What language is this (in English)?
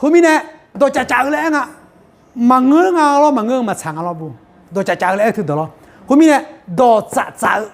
Akha